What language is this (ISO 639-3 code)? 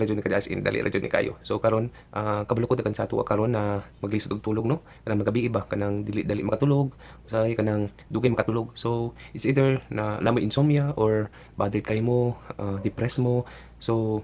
ceb